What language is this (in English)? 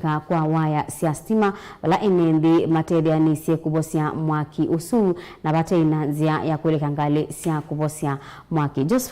Kamba